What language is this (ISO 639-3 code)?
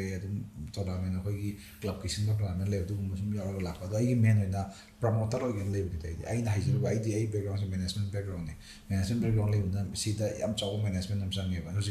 mni